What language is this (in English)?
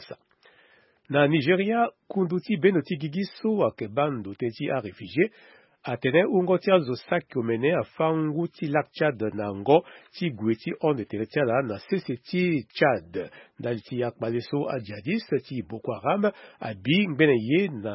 Sango